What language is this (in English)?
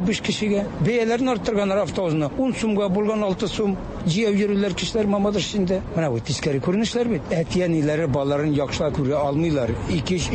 Tatar